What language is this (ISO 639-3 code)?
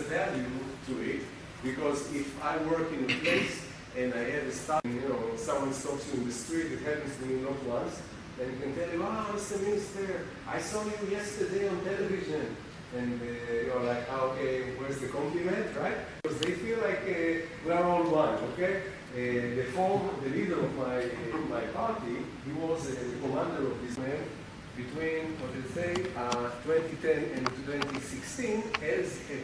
kam